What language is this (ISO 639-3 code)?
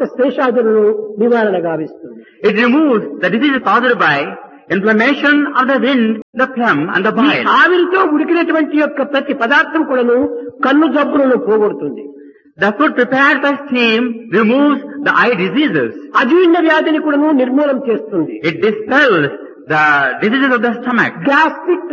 tel